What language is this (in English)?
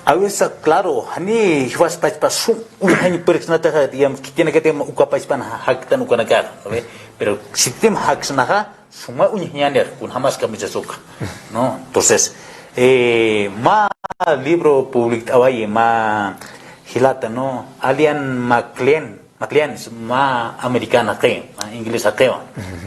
Aymara